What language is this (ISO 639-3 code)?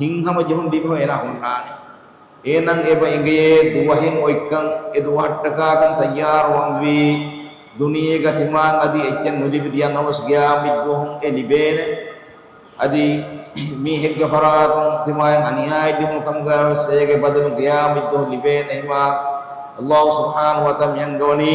div